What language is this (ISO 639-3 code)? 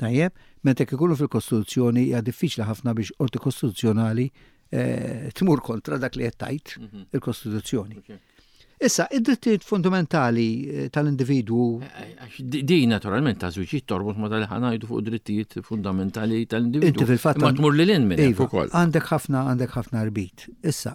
mlt